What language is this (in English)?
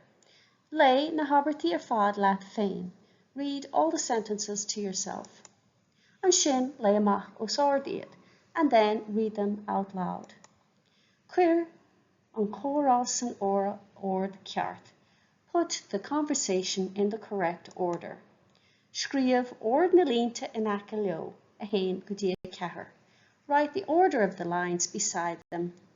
Irish